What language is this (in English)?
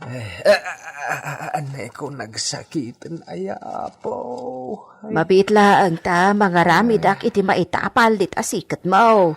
Iloko